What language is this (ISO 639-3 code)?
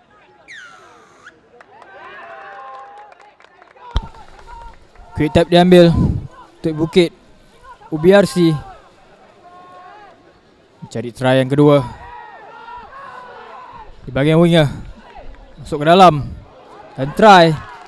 msa